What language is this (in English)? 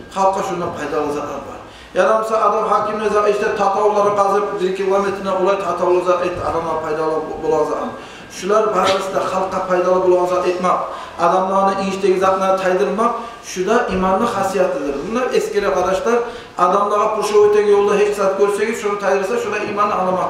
Kumyk